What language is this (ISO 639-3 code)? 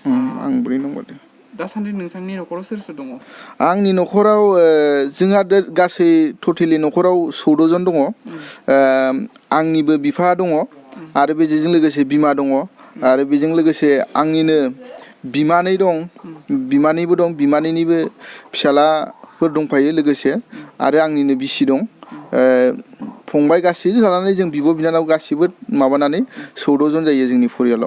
brx